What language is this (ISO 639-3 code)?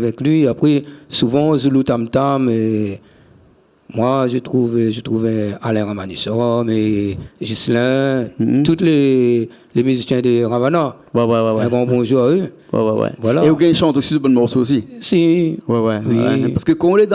rcf